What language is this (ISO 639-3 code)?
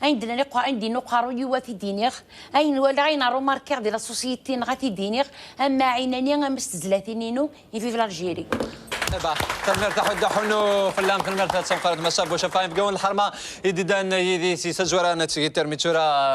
kab